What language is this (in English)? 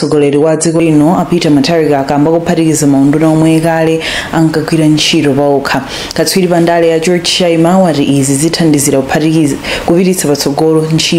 Nyanja